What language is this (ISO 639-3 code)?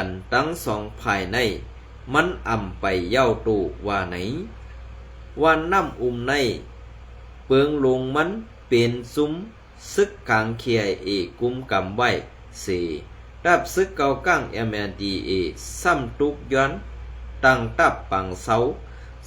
shn